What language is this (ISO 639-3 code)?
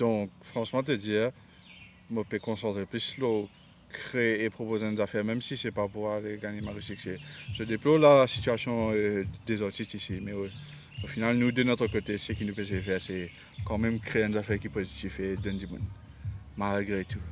mfe